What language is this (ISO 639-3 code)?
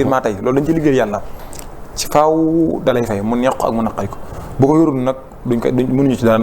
wol